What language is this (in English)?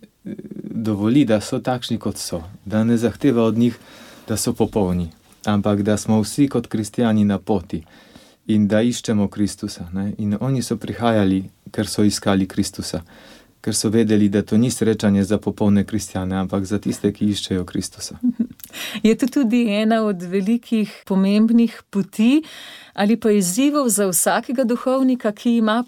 Slovenian